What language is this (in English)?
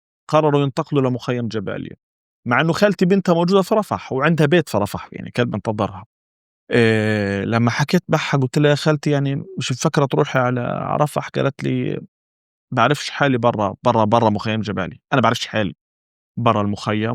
North Levantine Arabic